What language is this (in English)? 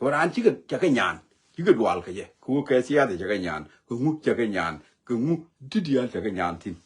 Nuer